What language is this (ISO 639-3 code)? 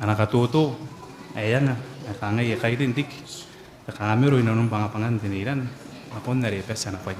gil